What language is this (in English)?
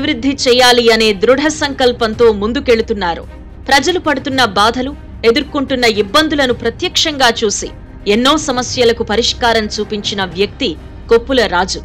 Telugu